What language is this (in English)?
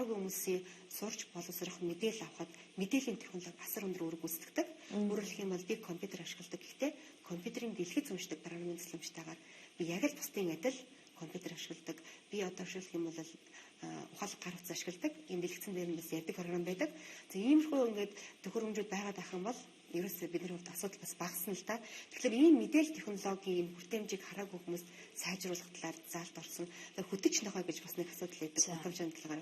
Mongolian